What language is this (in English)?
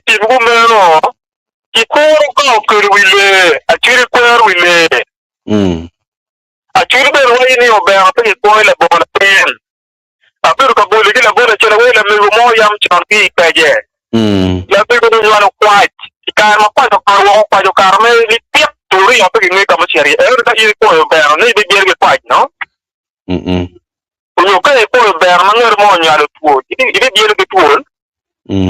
Acoli